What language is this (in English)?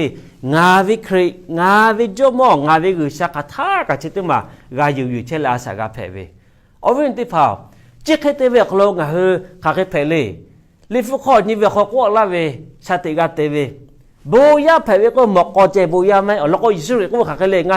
Lahu